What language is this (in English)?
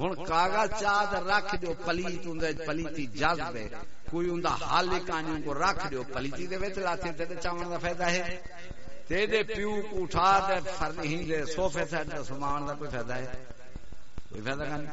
Saraiki